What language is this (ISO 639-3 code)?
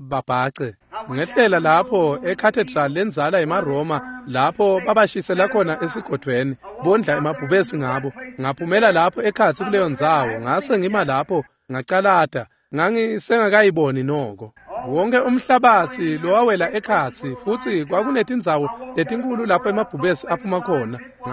ssw